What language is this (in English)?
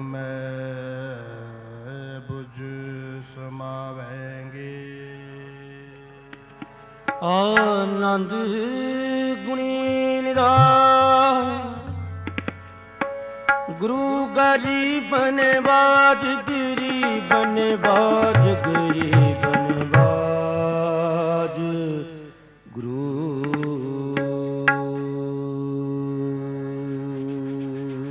Punjabi